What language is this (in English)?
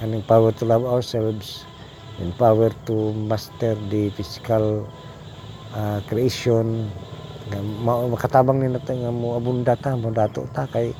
Cebuano